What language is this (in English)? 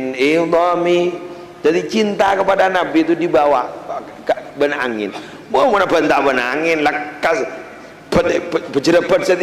Madurese